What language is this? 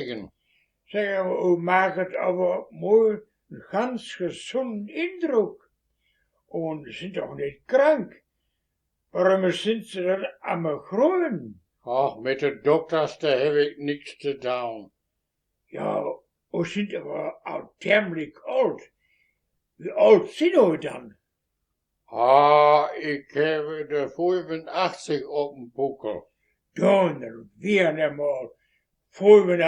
Westphalien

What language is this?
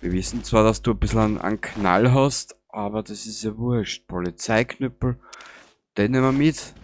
Bavarian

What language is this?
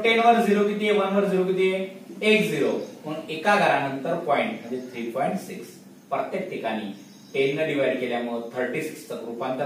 Marathi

